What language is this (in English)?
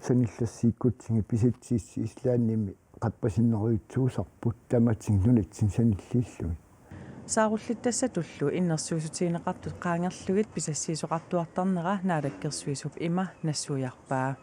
Kalaallisut